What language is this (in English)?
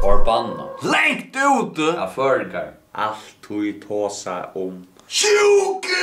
Faroese